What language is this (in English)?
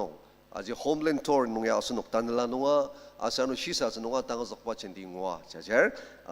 Ao Naga